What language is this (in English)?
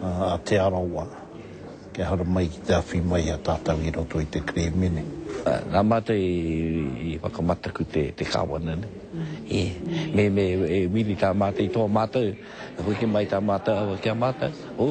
Māori